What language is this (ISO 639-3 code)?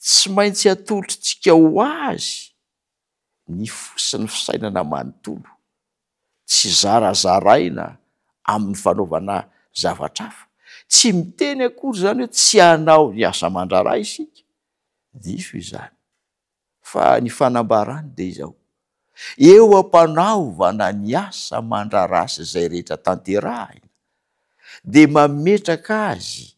mlg